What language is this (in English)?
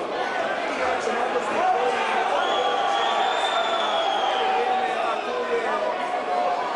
Croatian